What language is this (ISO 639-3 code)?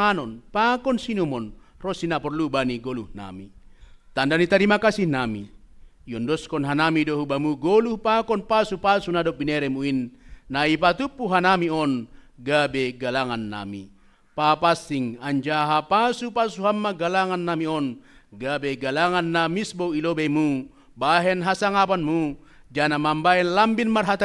bts